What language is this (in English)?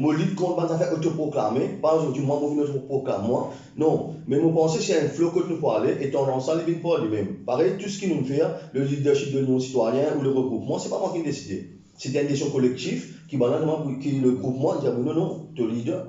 Morisyen